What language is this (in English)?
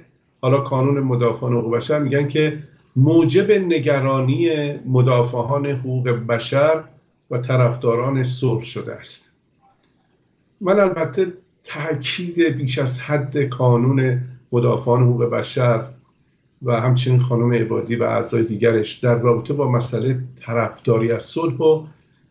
Persian